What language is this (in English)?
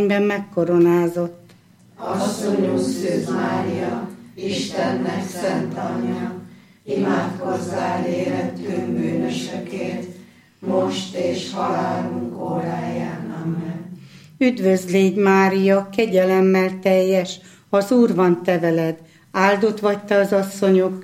Hungarian